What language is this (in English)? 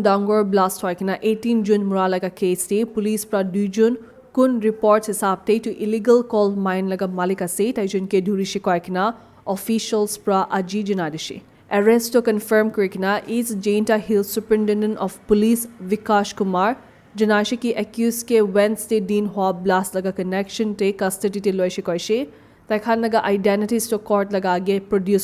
Naga Pidgin